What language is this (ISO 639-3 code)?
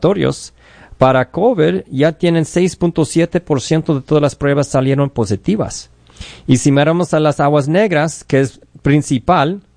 spa